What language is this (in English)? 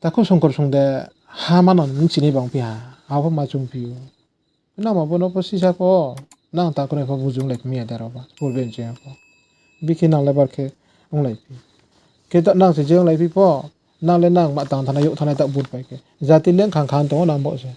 Riang (India)